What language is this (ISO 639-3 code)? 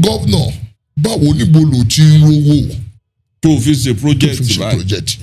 yor